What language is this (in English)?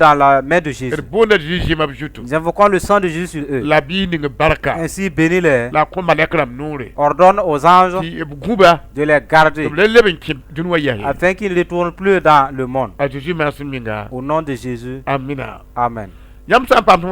Mossi